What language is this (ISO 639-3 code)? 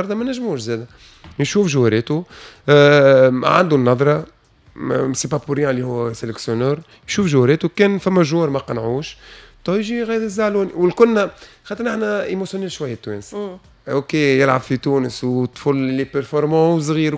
aeb